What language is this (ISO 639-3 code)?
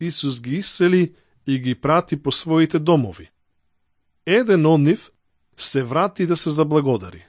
mkd